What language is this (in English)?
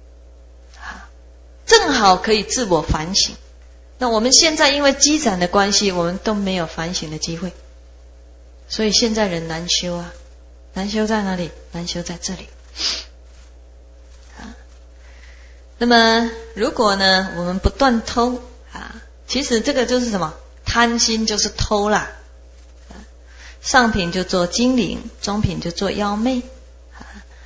Chinese